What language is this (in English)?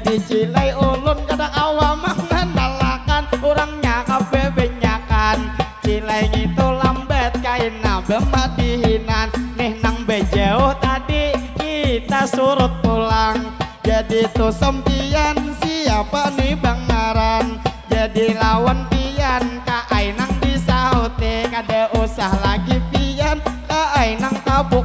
Banjar